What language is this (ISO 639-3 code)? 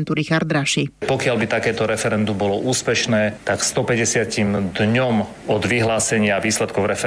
slk